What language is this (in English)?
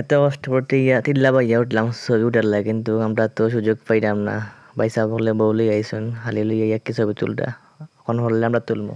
Sylheti